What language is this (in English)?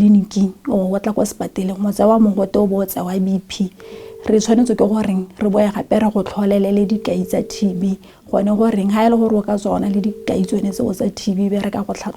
Tswana